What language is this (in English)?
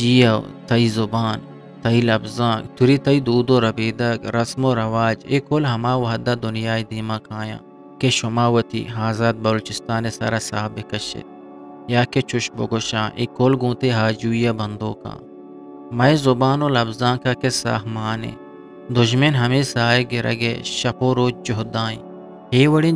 Eastern Balochi